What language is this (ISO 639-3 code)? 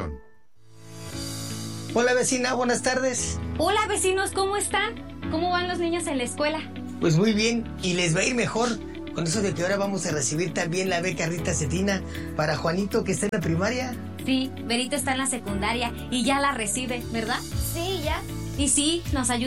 spa